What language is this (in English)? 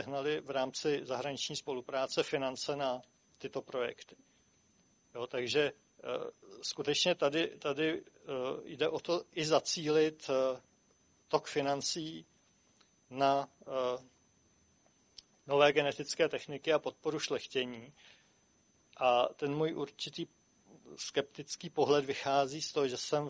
Czech